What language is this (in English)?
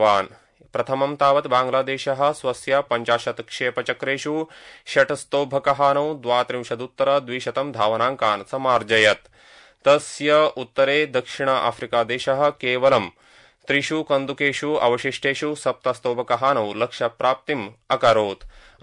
Sanskrit